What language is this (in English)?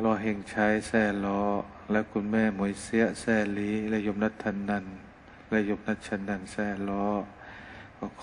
Thai